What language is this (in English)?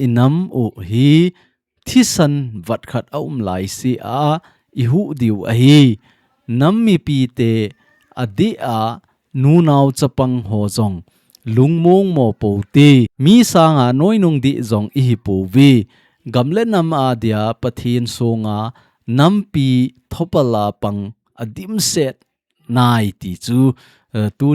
Thado Chin